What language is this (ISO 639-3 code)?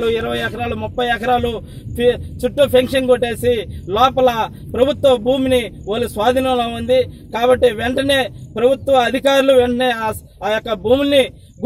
tel